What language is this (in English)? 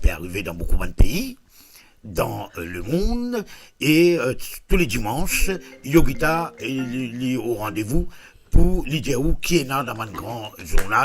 Morisyen